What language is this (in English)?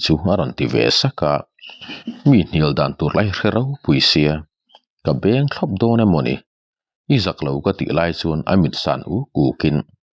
Mizo